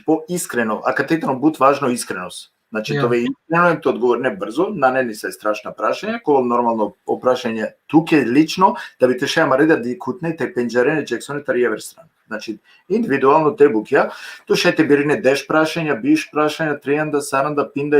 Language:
Balkan Romani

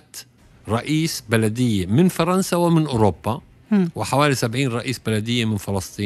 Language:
Tunisian Arabic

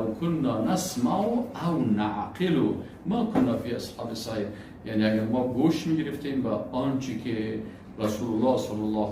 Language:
Persian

